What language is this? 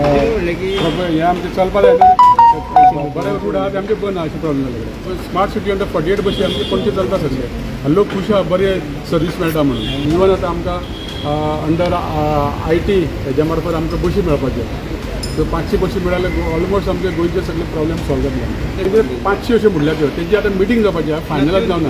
Konkani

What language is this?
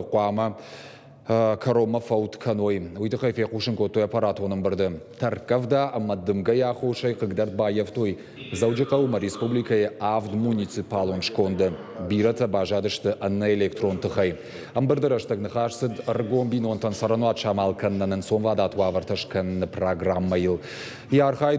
Ossetic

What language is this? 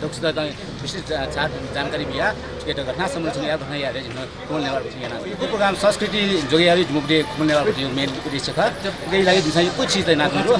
Newari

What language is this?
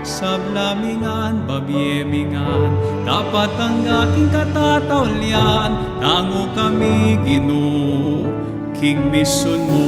Pampanga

